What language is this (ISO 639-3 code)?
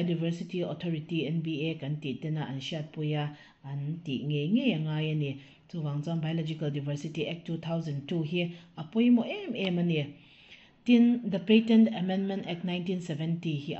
lus